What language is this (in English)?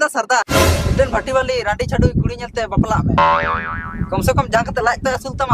Santali